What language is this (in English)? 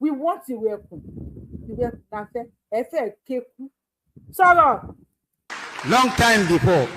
Yoruba